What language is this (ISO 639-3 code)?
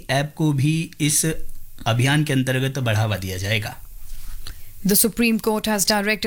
hin